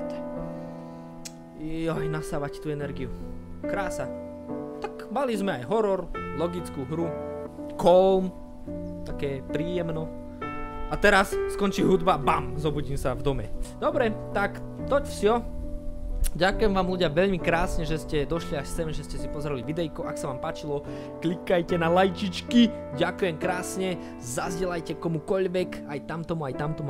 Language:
Slovak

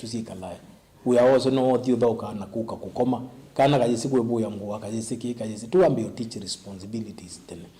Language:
Kamba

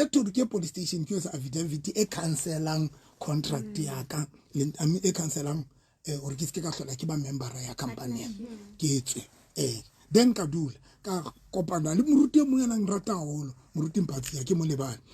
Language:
Southern Sotho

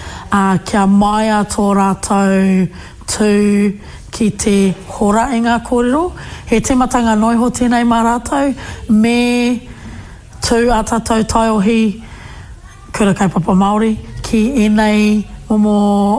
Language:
Māori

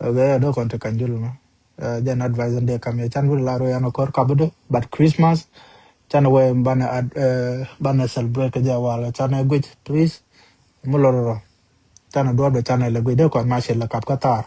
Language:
Nuer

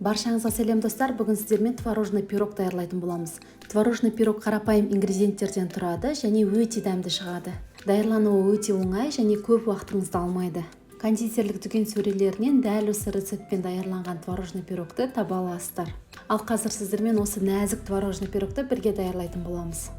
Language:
Kazakh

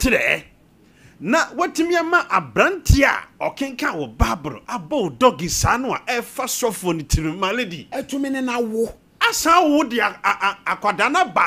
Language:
Akan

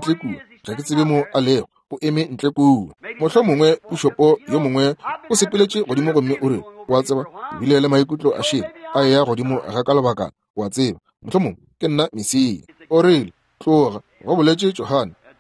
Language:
Northern Sotho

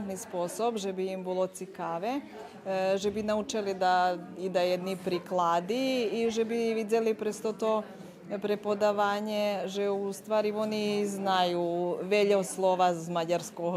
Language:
Rusyn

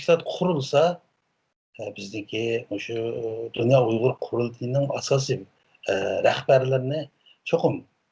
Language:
Uyghur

